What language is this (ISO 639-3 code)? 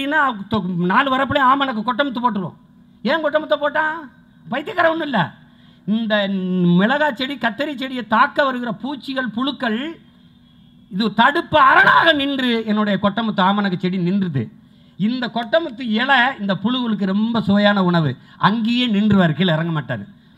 tam